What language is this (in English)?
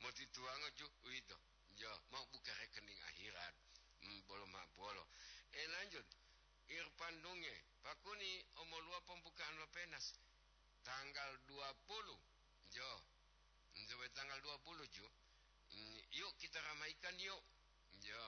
Gorontalo